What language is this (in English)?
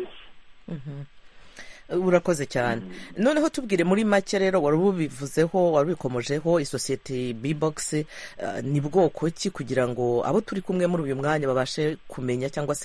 Kinyarwanda